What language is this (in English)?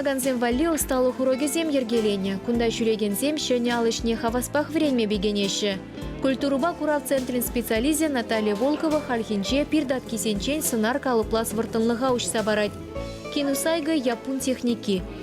Chuvash